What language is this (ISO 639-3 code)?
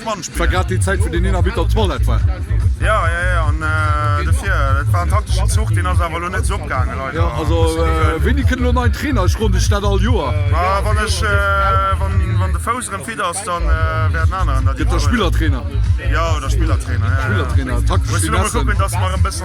ltz